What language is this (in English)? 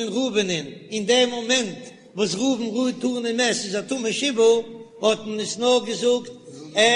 Yiddish